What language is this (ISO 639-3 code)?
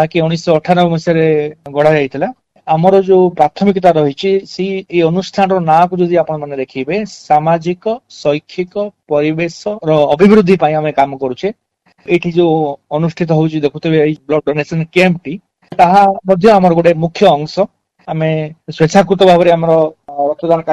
ori